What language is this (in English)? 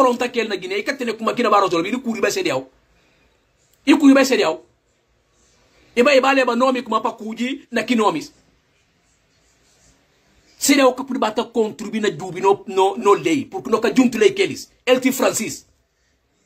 Portuguese